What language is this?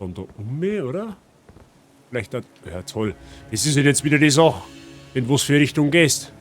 Bavarian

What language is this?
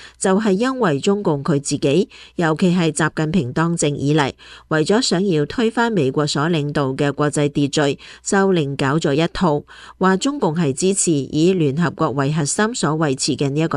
Cantonese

